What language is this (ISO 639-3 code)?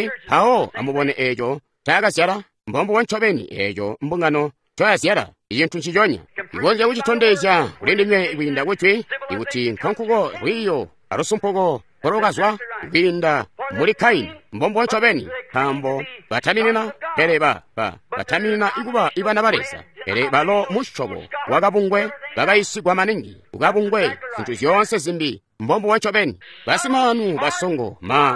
toi